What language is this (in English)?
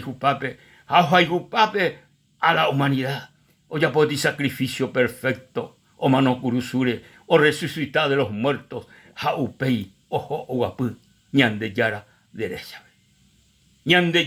Guarani